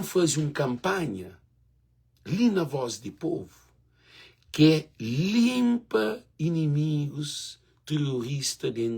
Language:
Kabuverdianu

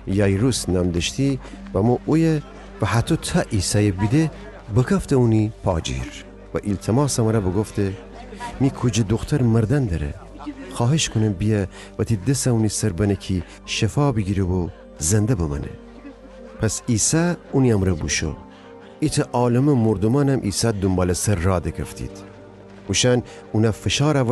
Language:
Gilaki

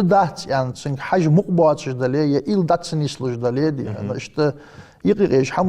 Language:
Ingush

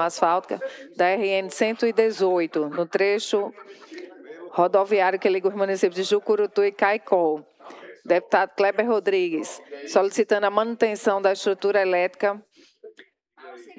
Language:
Portuguese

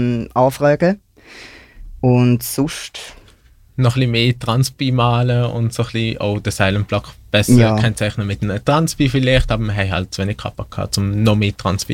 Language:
German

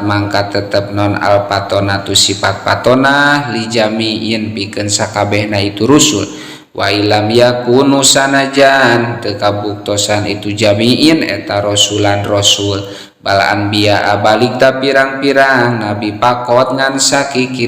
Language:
Sundanese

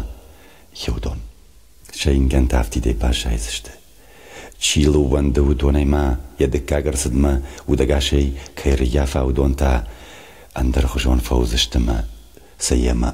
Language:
Ossetic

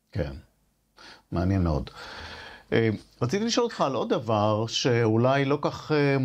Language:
Hebrew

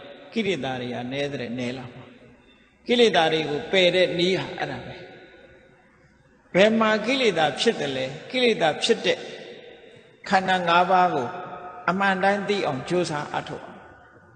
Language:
Burmese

